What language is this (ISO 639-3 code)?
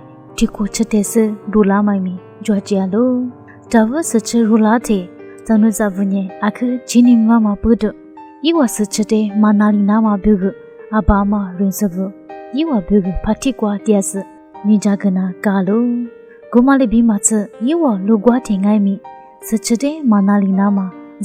lis